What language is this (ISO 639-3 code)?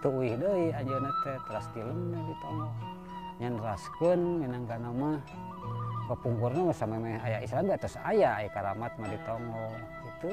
sun